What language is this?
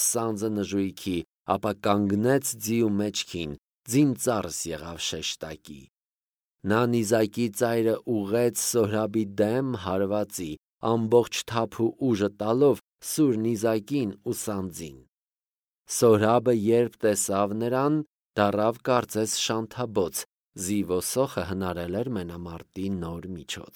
Armenian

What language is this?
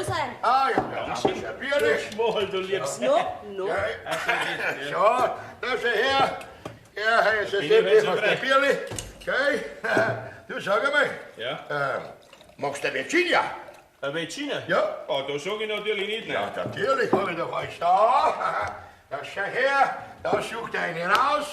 Bavarian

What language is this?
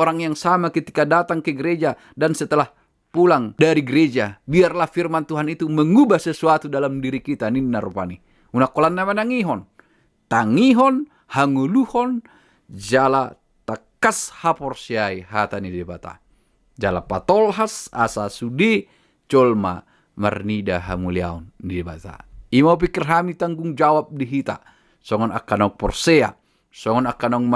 Batak Toba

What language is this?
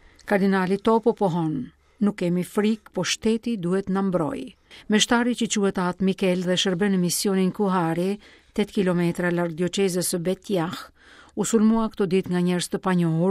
Albanian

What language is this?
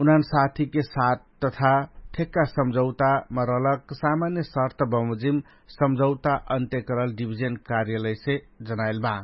Dangaura Tharu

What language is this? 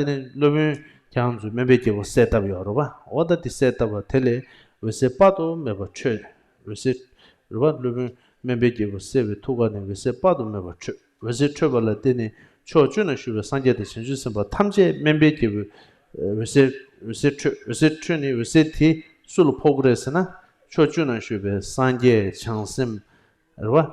Tibetan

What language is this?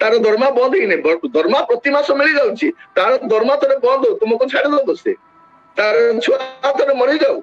Odia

